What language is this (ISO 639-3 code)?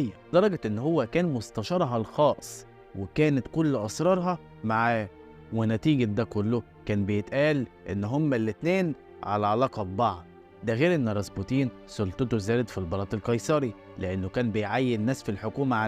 arz